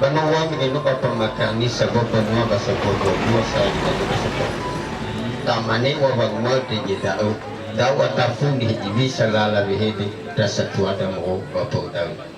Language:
Nias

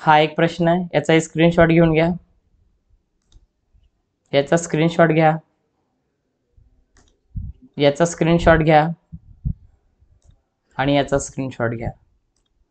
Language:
Marathi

